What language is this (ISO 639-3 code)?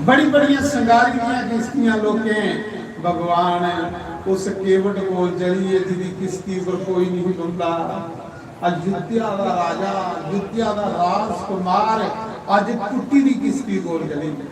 doi